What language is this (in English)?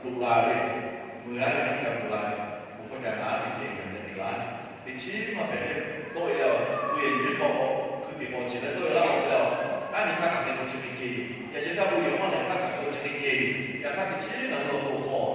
Lahu